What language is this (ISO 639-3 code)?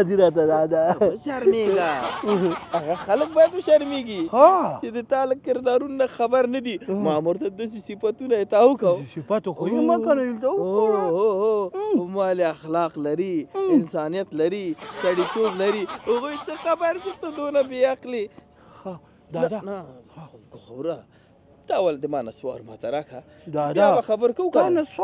pus